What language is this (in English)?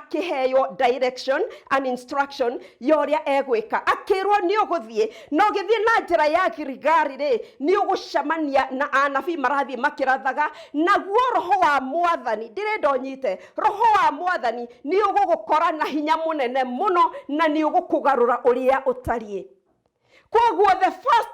Kikuyu